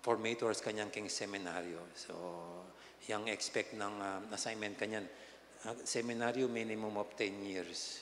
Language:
Pampanga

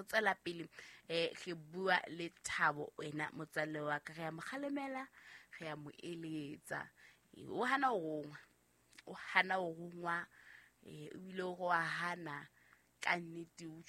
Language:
Southern Sotho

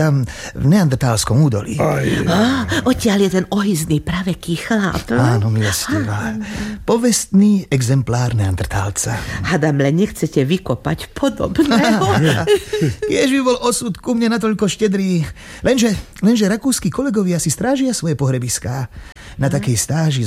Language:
Slovak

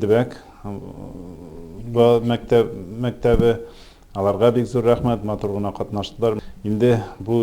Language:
Tatar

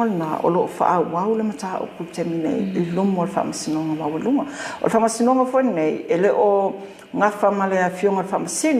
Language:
Samoan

